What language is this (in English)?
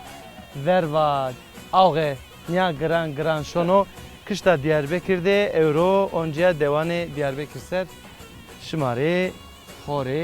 Zaza